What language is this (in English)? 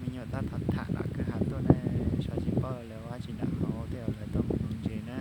Hmong